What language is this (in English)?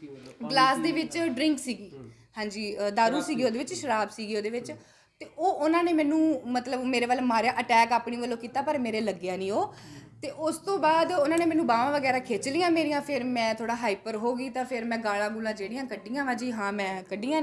Punjabi